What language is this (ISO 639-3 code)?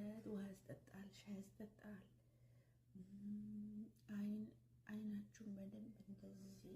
amh